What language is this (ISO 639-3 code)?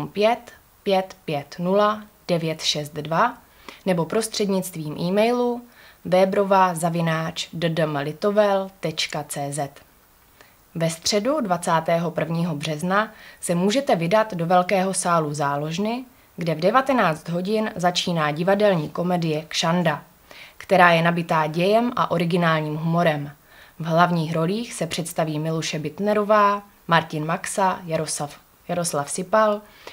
ces